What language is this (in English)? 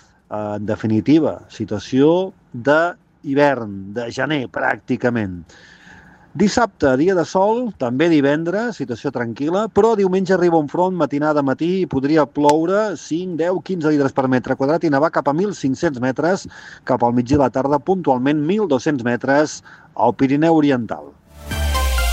Catalan